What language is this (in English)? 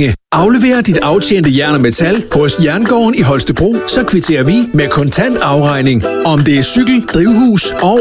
Danish